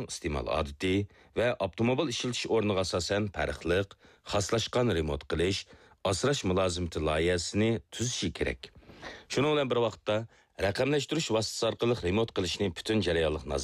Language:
Uyghur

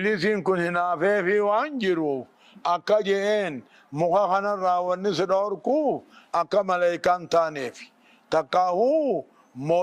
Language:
Oromo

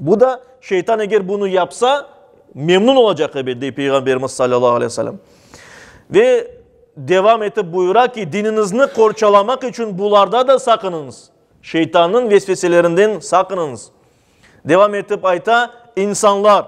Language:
Crimean Tatar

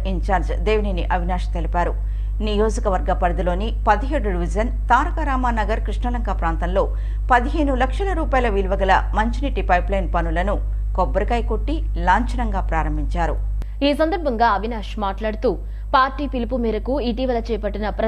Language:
Telugu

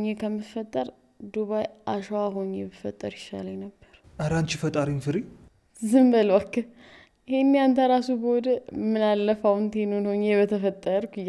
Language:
Amharic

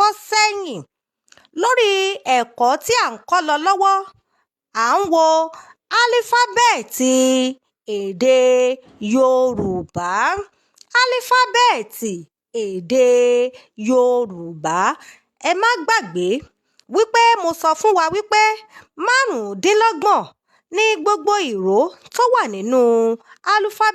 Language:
Yoruba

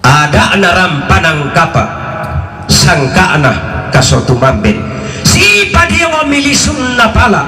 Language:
Toraja-Sa'dan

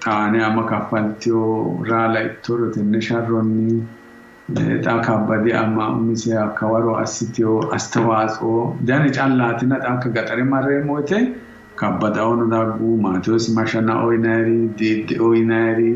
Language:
Sidamo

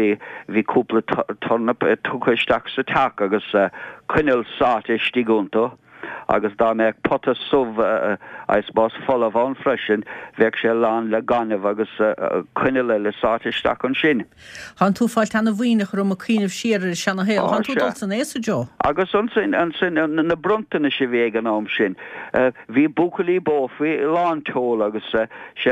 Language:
Irish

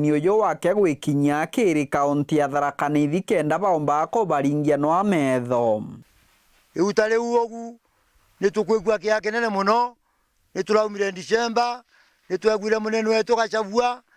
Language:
Meru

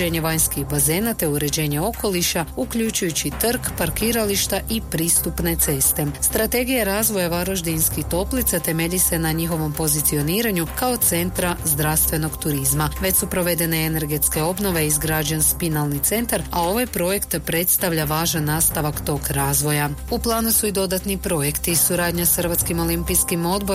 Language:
Croatian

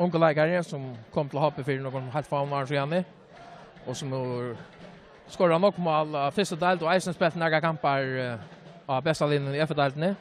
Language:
Faroese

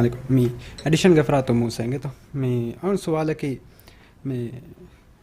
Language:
Divehi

